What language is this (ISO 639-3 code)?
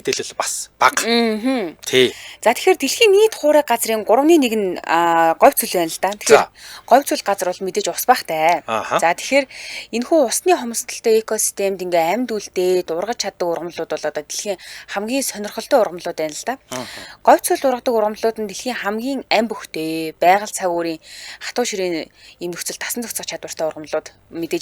mon